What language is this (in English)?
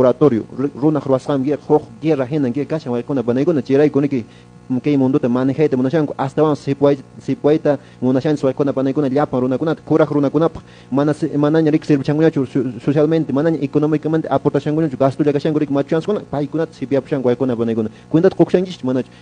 Quechua